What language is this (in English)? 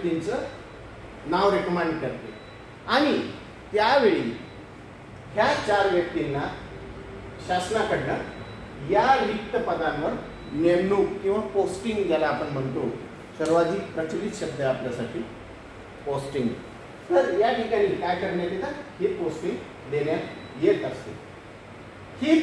Marathi